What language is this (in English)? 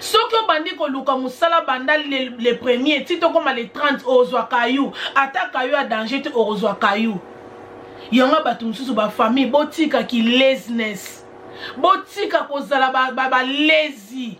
Lingala